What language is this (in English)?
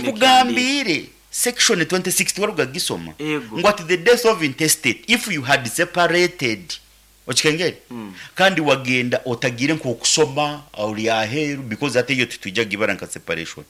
Nyankole